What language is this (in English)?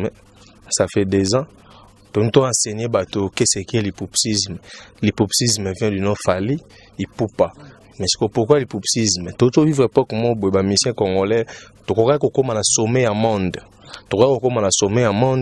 Lingala